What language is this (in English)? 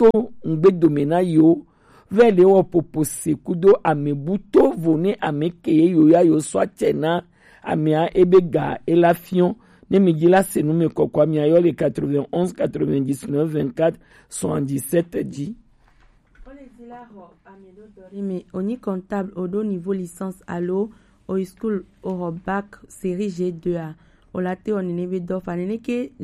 Gen